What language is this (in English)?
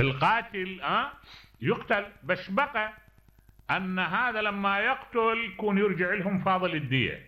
Mesopotamian Arabic